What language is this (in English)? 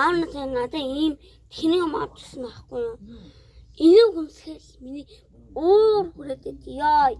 Mongolian